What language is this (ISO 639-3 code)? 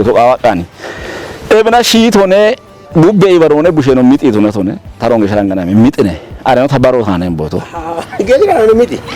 kbr